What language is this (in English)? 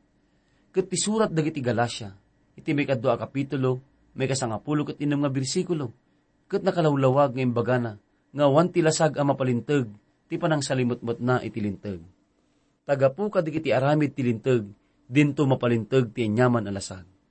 Iloko